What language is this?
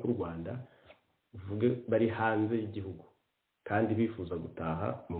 Kinyarwanda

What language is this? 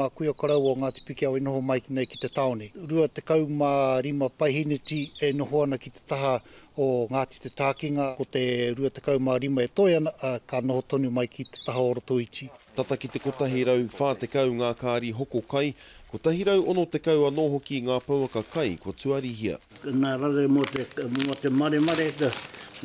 Māori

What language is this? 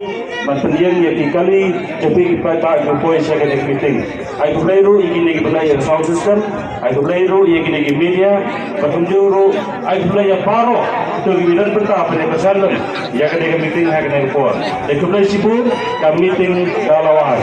Khasi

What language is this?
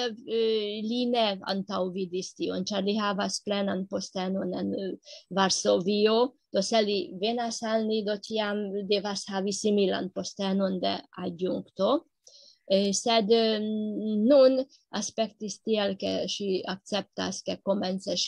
Esperanto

